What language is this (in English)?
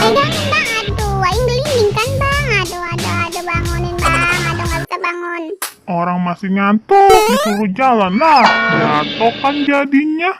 Betawi